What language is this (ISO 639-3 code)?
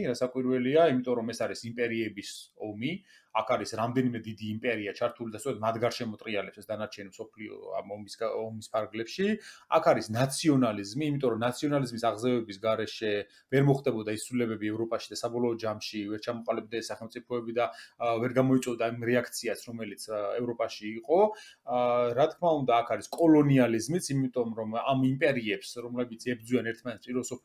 kat